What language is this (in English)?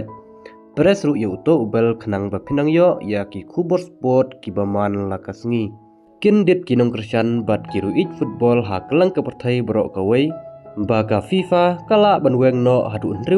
Khasi